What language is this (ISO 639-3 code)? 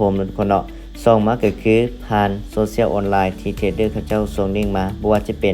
lao